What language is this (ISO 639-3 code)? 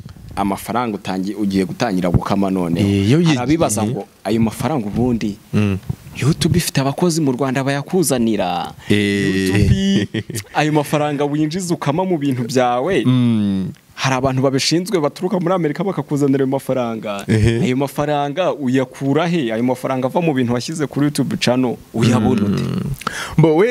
kin